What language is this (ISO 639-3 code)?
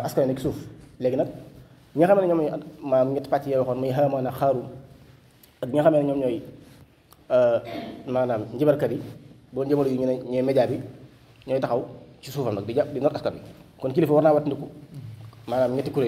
wol